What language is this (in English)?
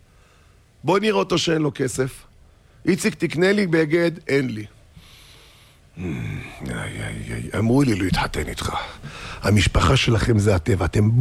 Hebrew